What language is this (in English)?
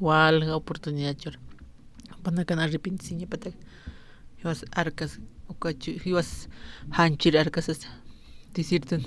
Aymara